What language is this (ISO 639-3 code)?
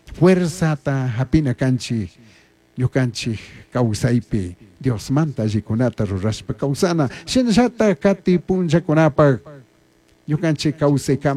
qug